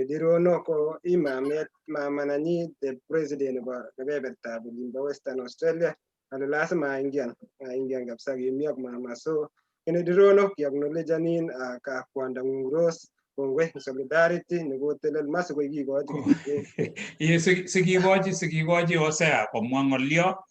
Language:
Kalenjin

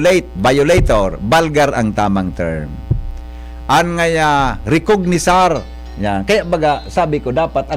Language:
Bikol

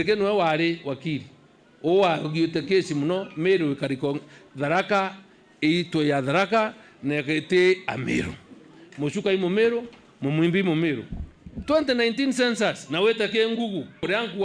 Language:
Meru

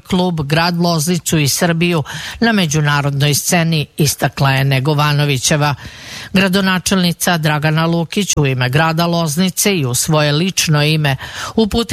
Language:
Serbian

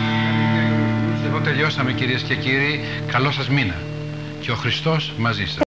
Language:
Greek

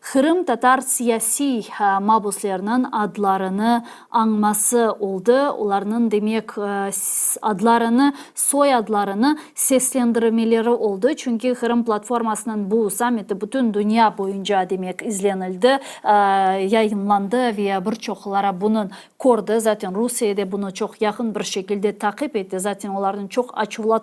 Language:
Crimean Tatar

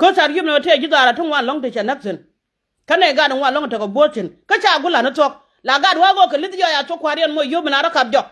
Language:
Nuer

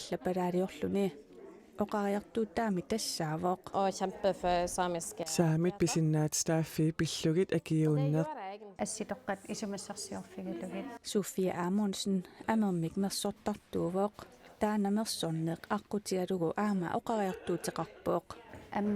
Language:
Kalaallisut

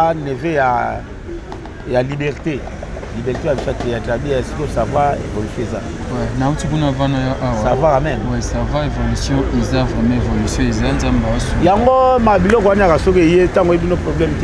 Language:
Lingala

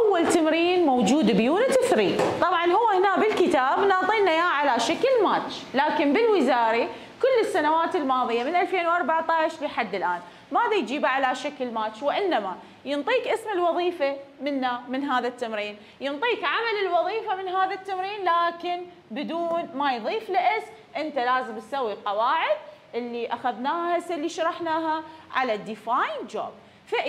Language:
Mesopotamian Arabic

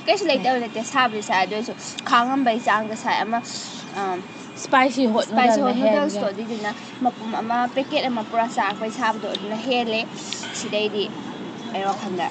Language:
Manipuri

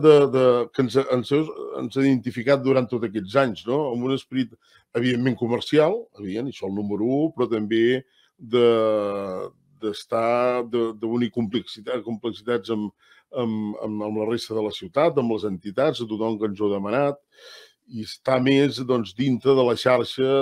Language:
Catalan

